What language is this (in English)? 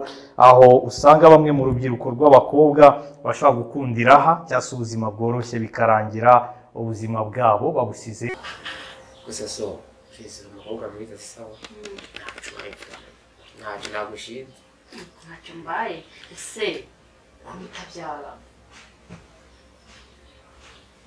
Kinyarwanda